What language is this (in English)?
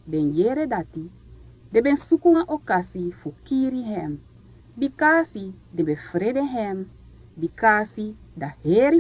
Sranan Tongo